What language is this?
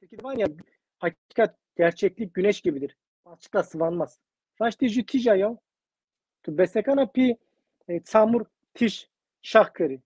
Zaza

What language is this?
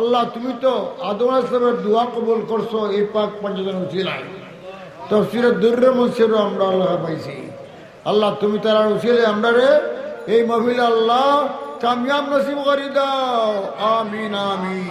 Sylheti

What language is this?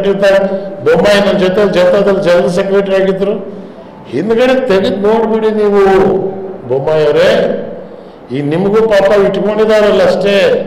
Kannada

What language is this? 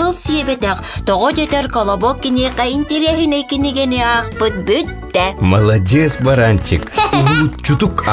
Yakut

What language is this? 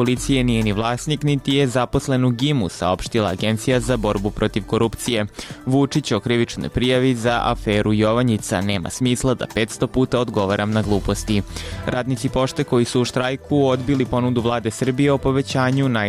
Serbian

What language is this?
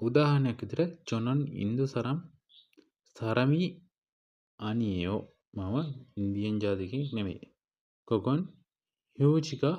Sinhala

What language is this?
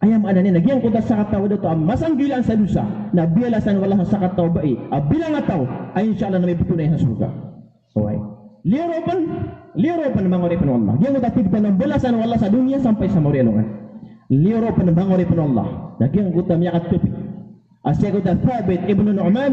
Maranao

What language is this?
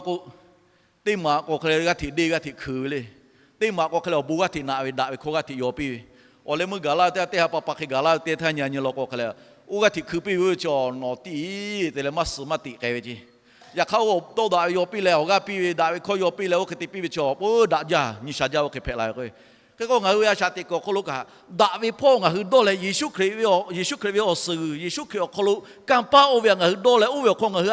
Lahu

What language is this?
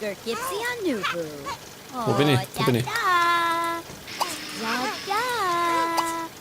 Bavarian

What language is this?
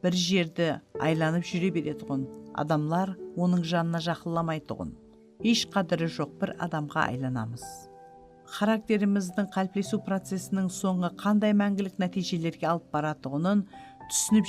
Kara-Kalpak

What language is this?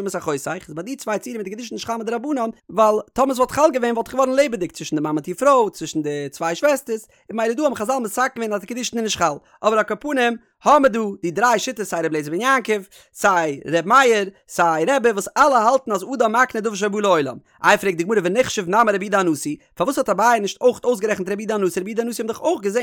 Yiddish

